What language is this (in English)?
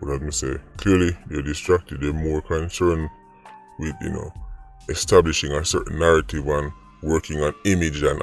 Jamaican Creole English